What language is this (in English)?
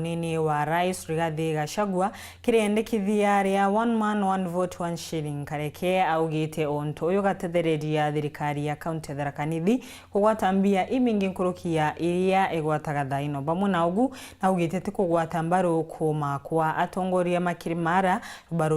Meru